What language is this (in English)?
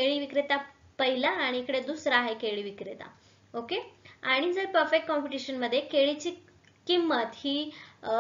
Marathi